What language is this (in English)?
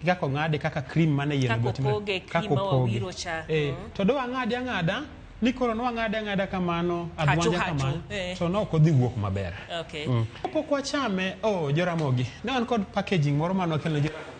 Luo (Kenya and Tanzania)